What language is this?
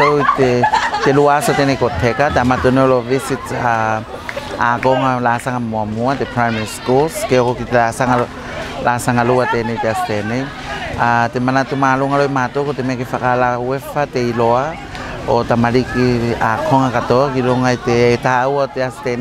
Tuvalu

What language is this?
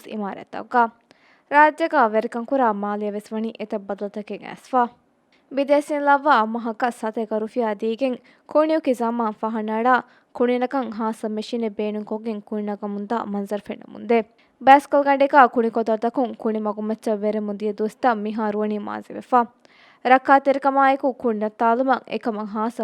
Divehi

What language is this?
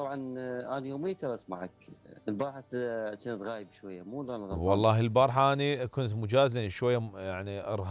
Mesopotamian Arabic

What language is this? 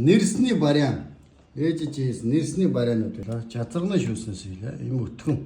Mongolian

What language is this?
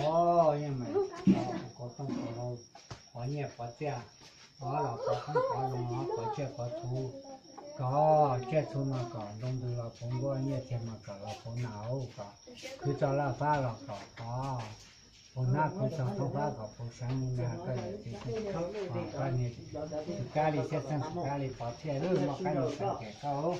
Hmong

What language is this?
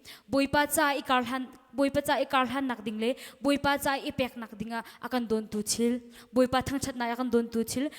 Hakha Chin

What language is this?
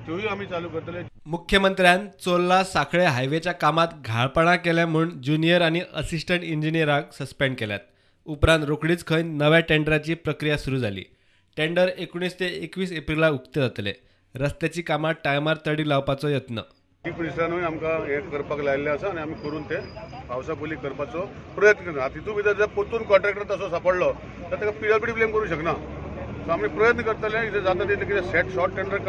Konkani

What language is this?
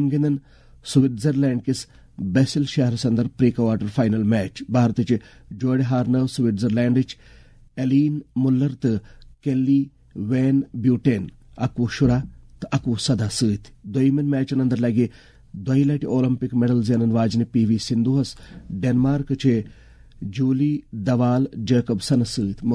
Kashmiri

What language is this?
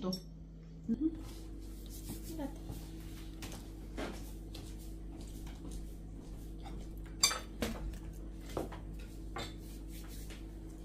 Romanian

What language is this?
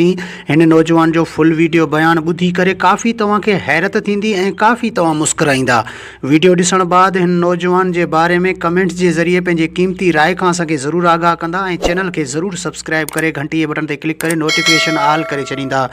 Sindhi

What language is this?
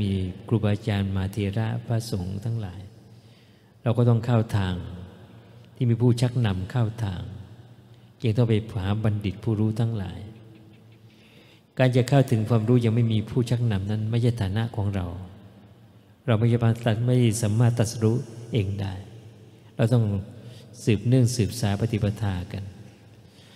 Thai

